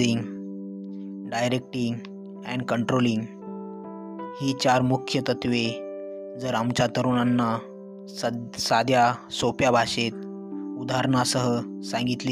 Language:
Marathi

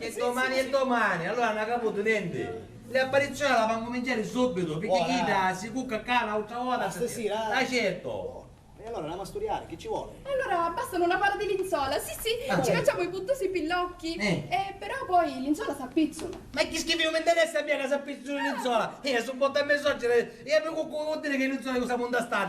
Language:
Sicilian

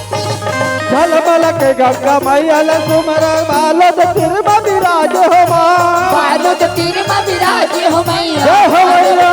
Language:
Chhattisgarhi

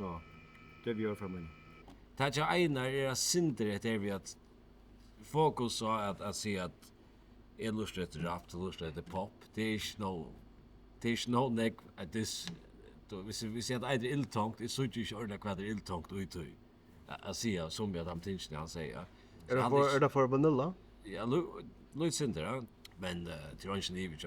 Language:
Faroese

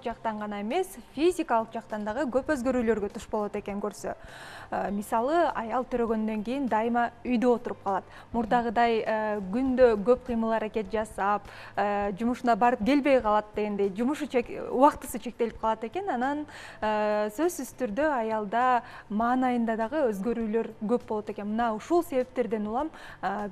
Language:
Kyrgyz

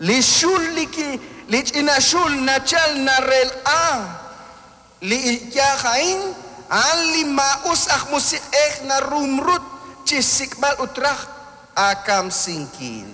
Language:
Kekchí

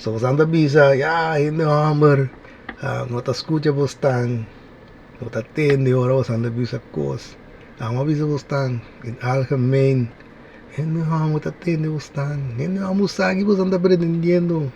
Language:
Papiamento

